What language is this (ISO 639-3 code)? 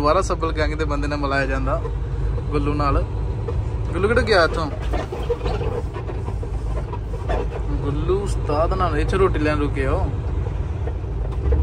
pan